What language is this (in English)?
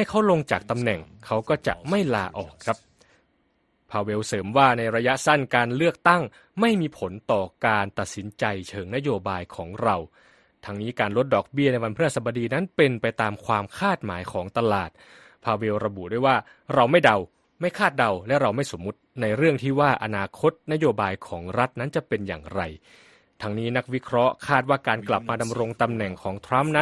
Thai